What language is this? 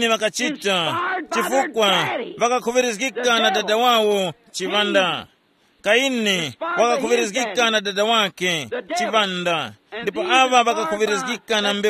Tumbuka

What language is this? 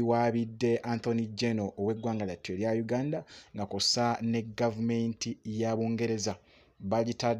Ganda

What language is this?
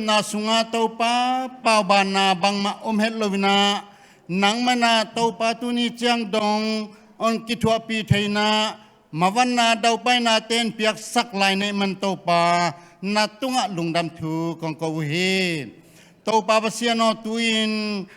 Tedim Chin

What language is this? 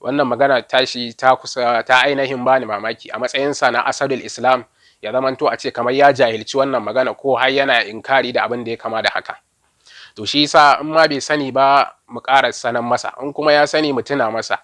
Hausa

